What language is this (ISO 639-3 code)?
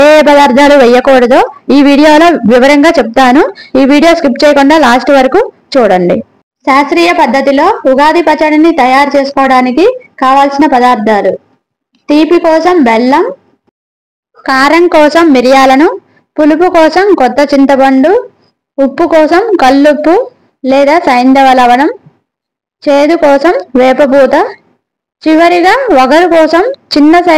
tel